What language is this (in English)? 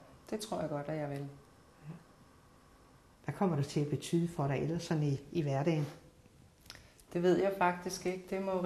Danish